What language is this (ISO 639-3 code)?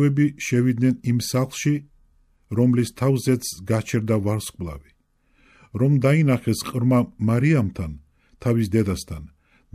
kat